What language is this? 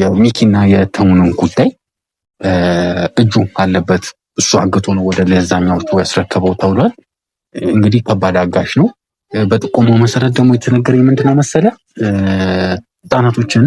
Amharic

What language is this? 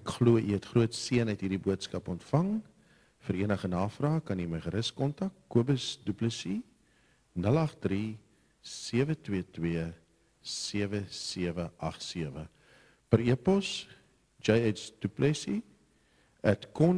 Afrikaans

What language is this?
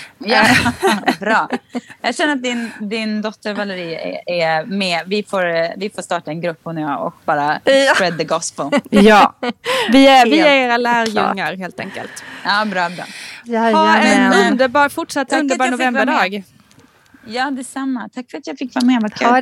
Swedish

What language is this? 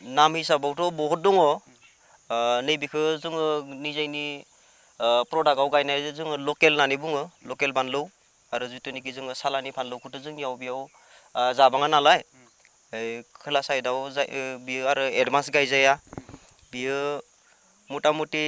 Bodo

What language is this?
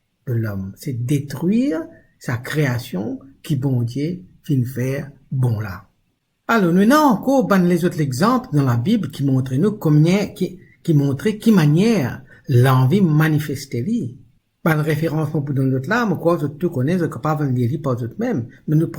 Morisyen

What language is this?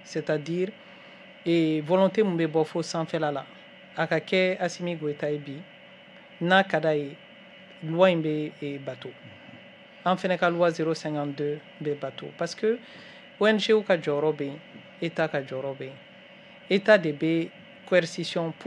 Bambara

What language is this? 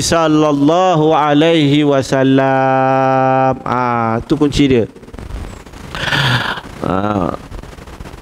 Malay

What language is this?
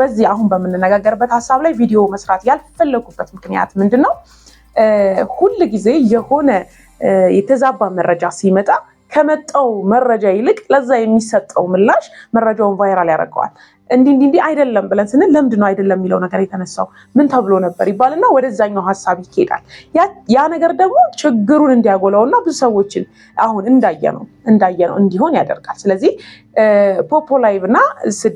Amharic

